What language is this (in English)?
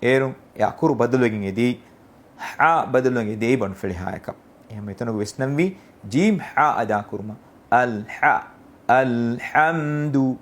Divehi